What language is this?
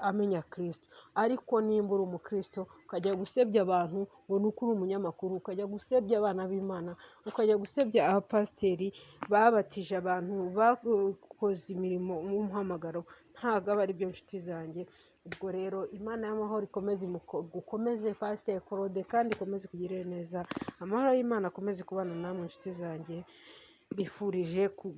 Kinyarwanda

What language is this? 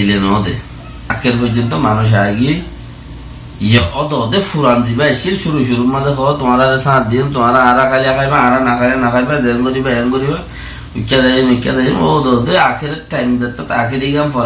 Rohingya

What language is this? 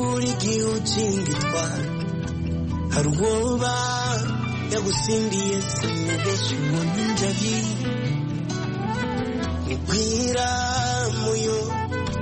Kinyarwanda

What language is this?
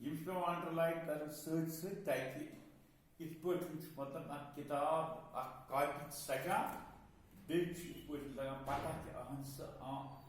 Kashmiri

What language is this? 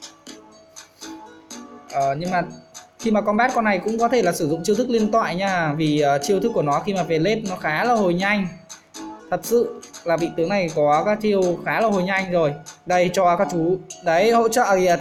Vietnamese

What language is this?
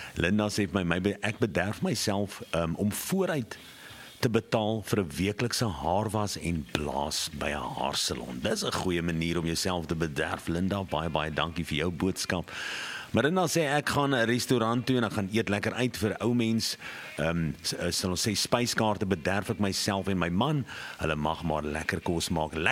Afrikaans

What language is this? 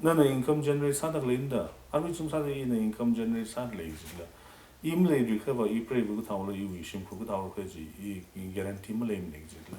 Tangkhul Naga (India)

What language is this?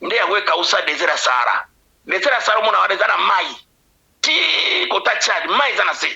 Lingala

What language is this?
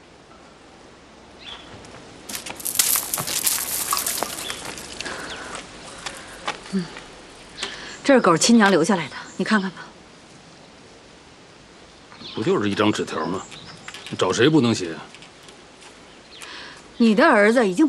Chinese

